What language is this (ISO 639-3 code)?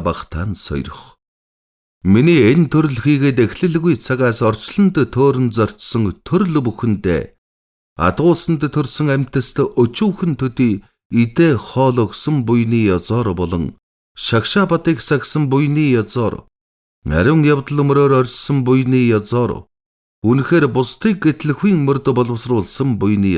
mon